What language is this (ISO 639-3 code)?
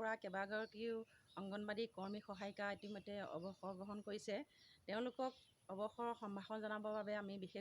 asm